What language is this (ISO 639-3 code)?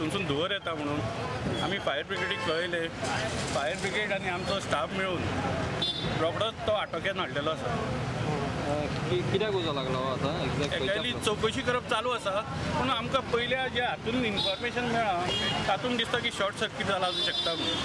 kok